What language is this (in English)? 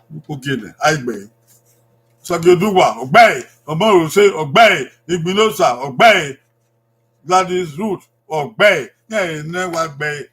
Bini